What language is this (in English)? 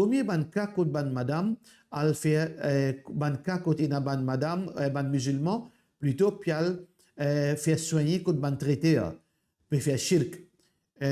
Morisyen